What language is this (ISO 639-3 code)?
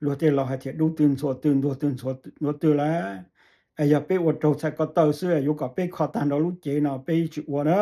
hmn